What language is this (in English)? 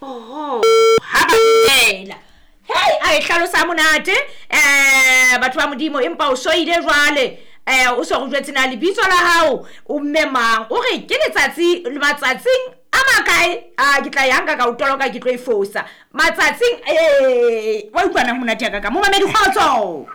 Southern Sotho